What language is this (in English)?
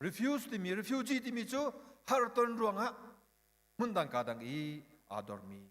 Hakha Chin